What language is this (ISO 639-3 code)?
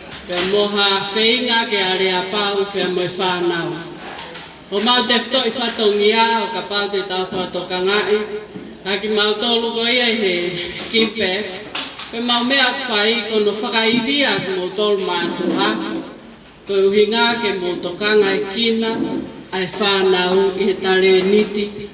ton